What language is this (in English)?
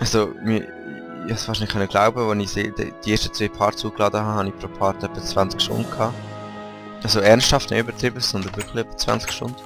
Swiss German